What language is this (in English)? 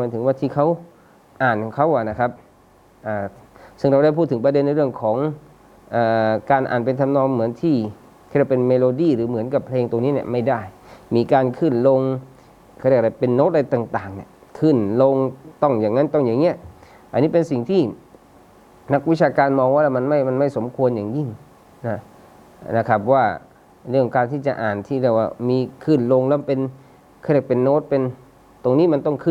Thai